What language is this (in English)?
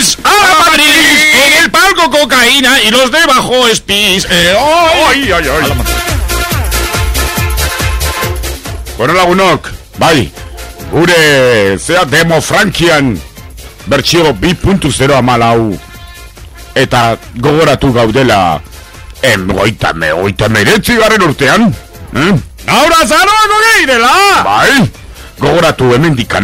Basque